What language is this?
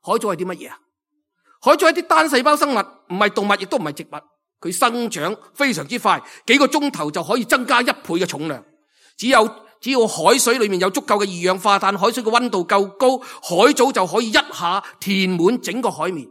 Cantonese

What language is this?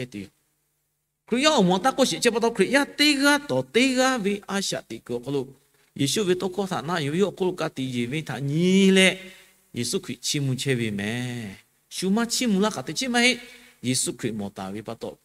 Lahu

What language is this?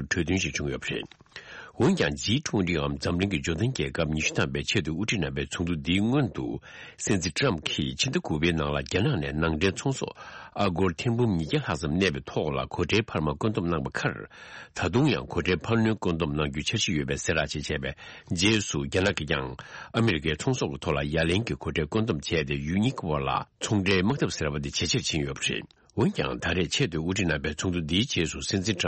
Tibetan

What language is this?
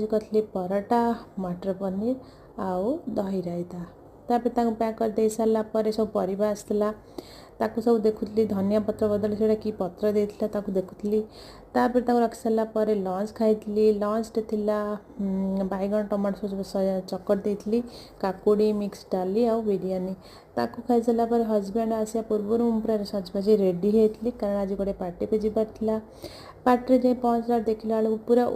Odia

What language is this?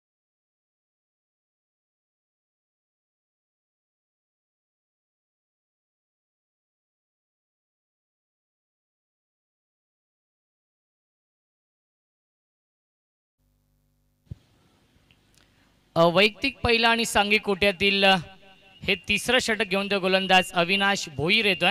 Marathi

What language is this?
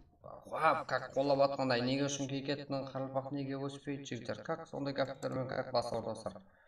Kara-Kalpak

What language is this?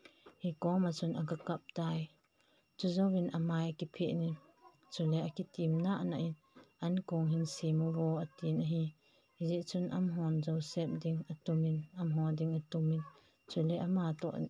Thado Chin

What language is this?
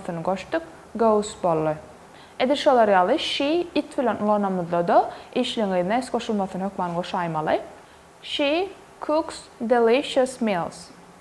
Turkmen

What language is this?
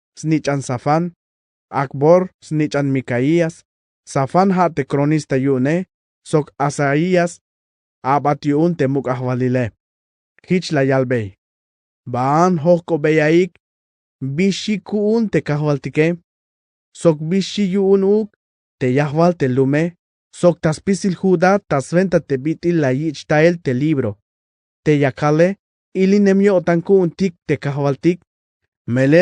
Tzeltal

